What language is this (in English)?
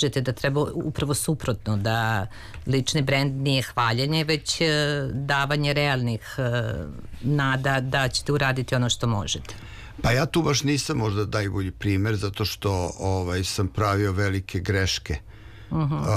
Serbian